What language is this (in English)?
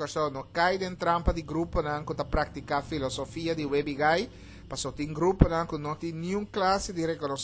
Papiamento